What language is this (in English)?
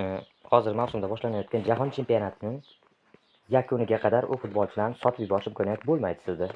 Uzbek